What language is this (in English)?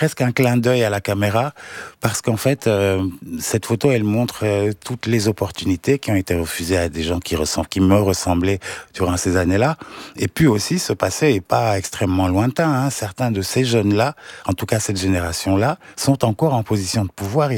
French